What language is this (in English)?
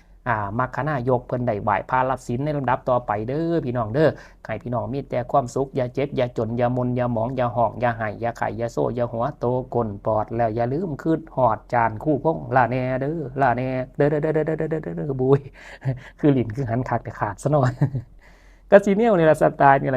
Lao